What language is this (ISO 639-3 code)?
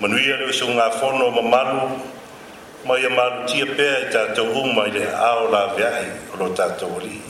smo